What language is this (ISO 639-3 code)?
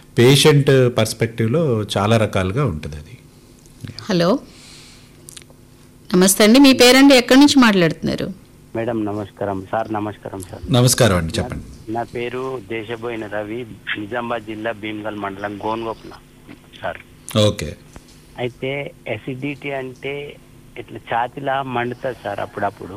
tel